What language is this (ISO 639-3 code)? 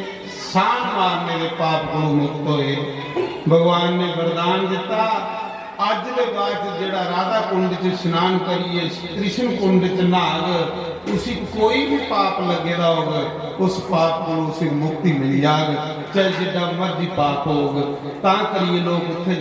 doi